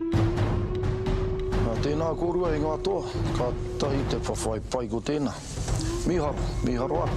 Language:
Māori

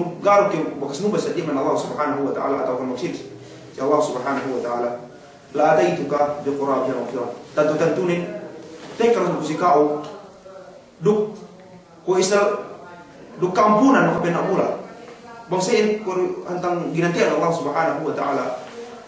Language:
Yakan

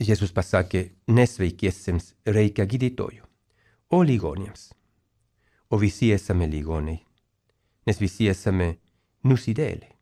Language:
Lithuanian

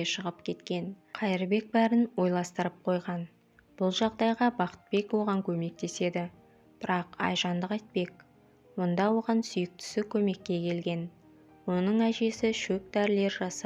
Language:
Kazakh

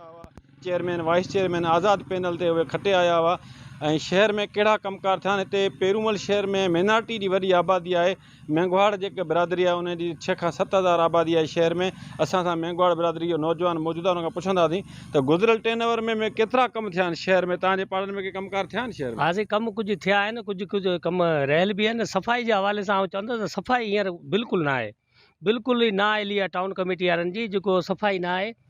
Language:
Sindhi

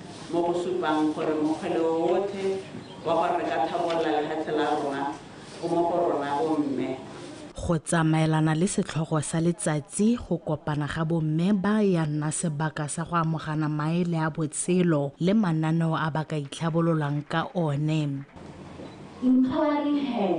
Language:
Tswana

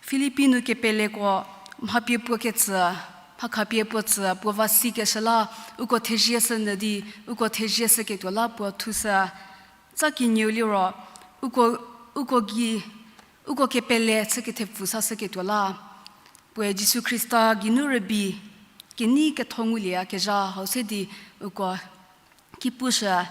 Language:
Angami Naga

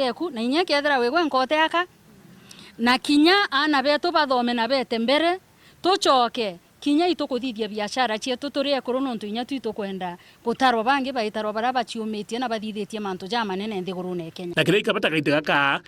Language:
Meru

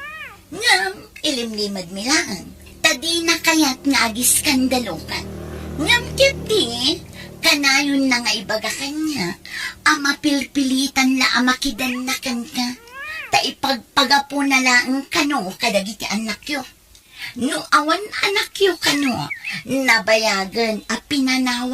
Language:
Iloko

